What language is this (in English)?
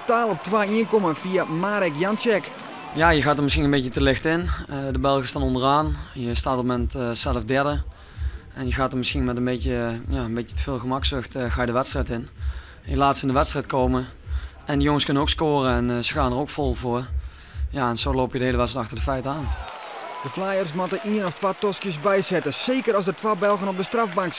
Western Frisian